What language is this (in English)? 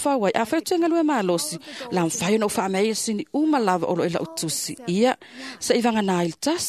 Samoan